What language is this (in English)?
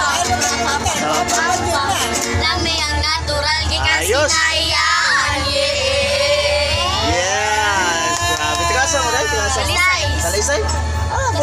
Cebuano